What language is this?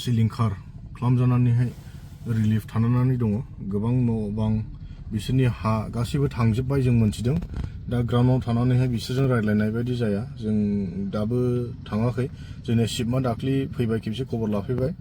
Bodo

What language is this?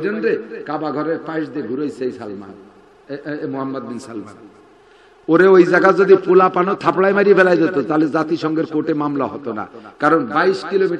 Bangla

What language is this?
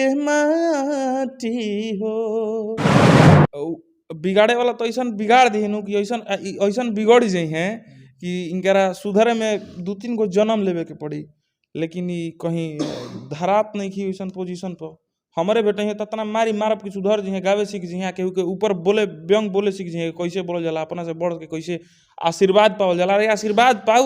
Bhojpuri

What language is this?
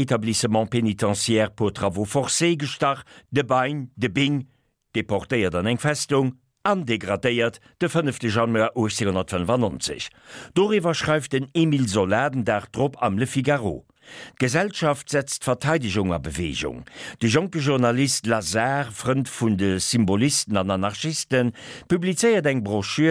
Luxembourgish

